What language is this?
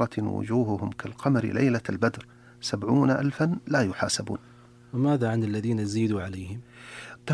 Arabic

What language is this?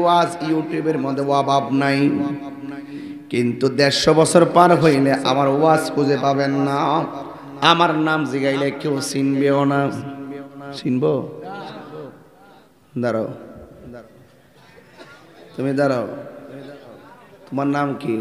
Bangla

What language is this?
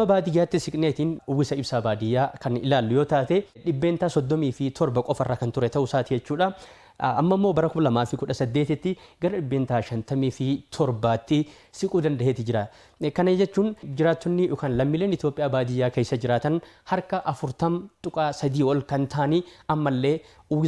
Oromo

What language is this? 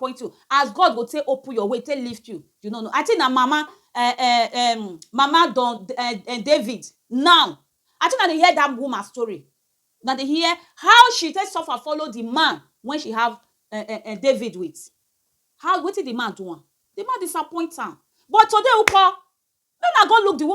Nigerian Pidgin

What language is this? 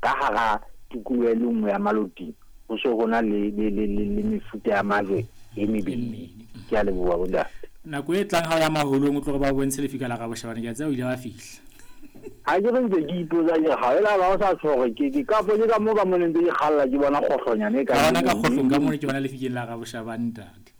Southern Sotho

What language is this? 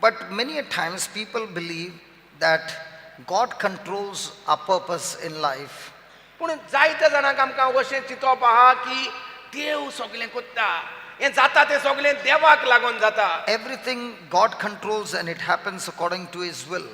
Konkani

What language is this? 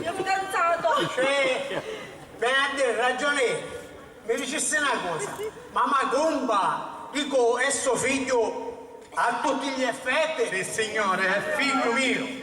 Sicilian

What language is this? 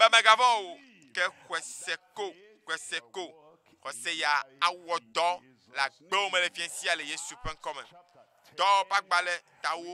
Ewe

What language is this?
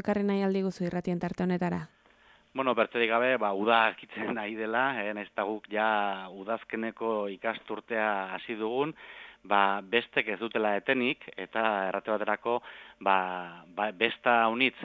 Basque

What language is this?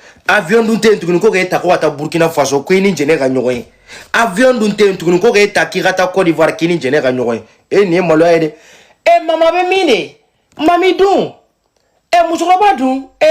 Bambara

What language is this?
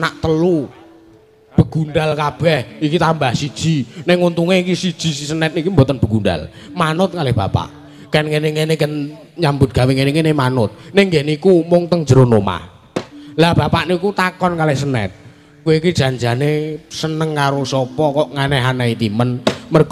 Javanese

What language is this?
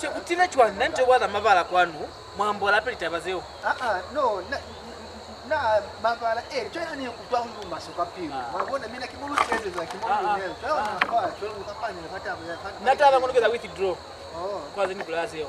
Lozi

